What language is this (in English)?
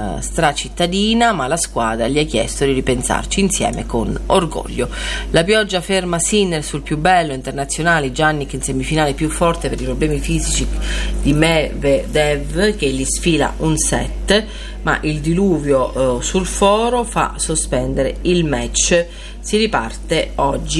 Italian